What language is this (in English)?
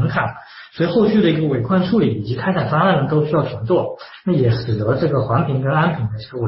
Chinese